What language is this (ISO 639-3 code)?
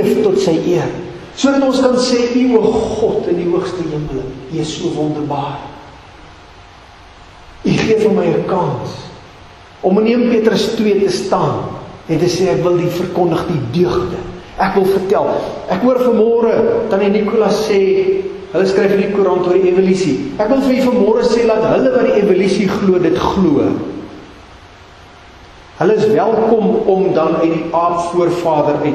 afr